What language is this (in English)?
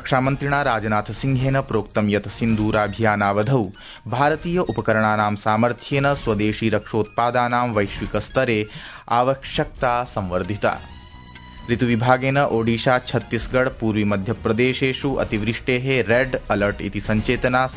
Sanskrit